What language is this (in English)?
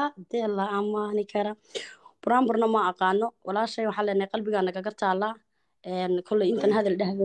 Somali